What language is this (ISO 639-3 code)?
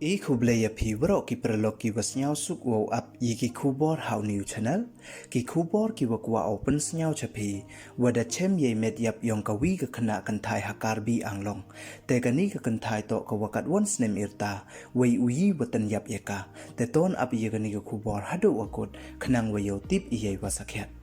pbv